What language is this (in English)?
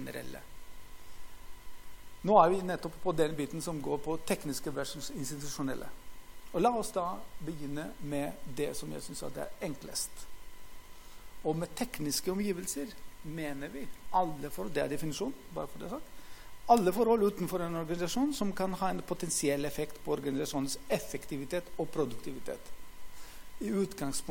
Norwegian